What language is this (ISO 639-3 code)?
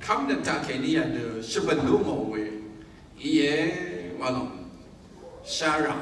raw